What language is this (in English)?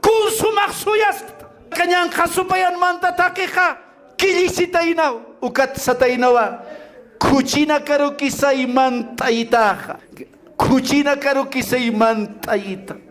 Aymara